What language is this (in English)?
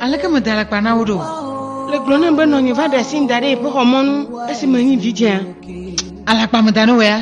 Ewe